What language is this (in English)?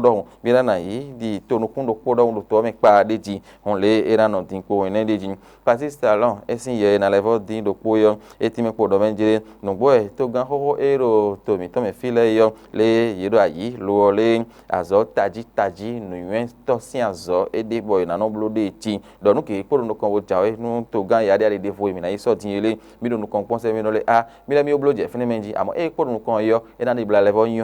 Fon